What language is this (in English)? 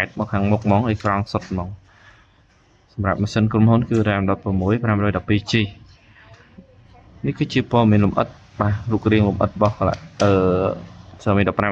Khmer